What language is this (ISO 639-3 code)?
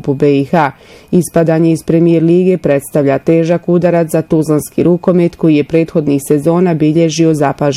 bos